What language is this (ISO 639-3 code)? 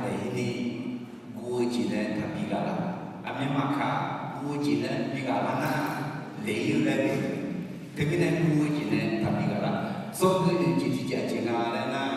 ahk